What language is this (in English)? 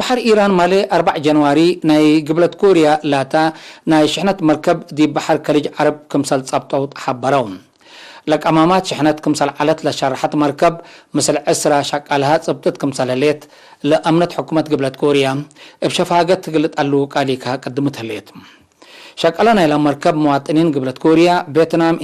Tigre